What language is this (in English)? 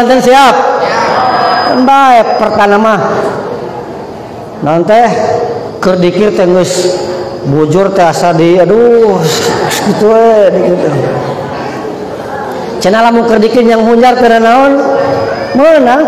Sundanese